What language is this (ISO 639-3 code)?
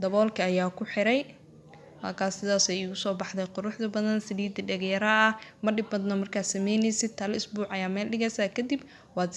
som